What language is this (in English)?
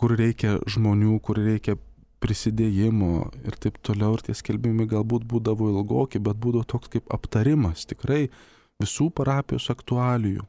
Lithuanian